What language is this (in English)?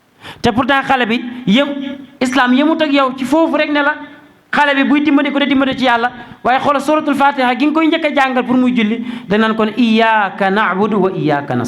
Wolof